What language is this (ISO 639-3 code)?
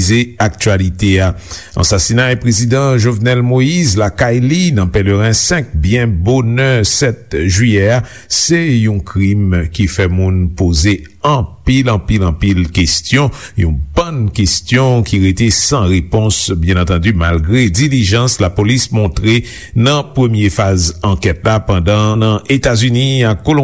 hat